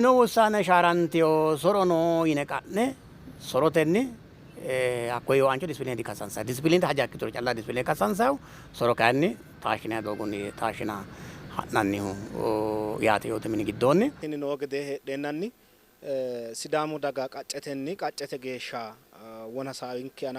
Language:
Sidamo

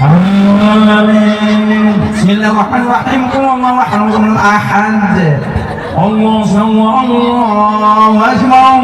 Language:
Achinese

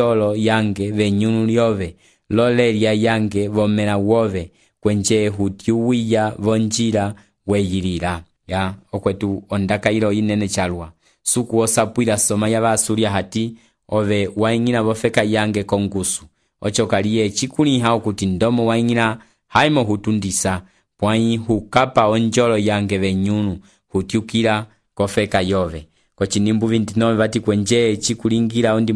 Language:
Umbundu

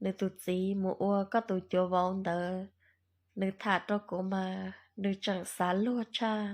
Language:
Hmong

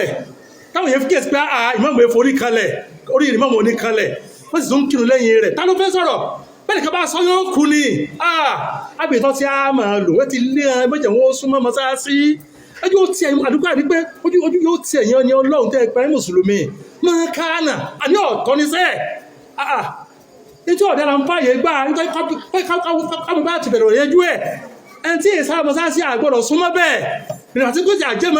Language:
Yoruba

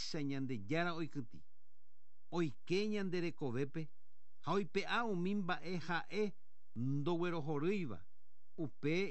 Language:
Guarani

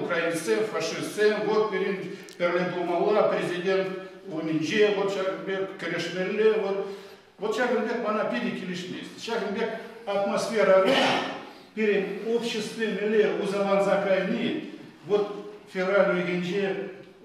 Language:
Chuvash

